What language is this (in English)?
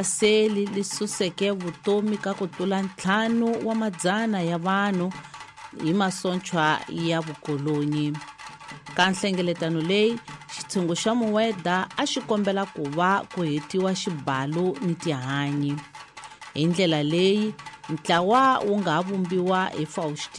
Tsonga